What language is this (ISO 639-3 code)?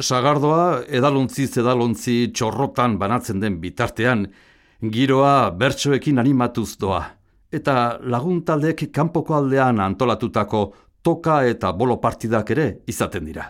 eus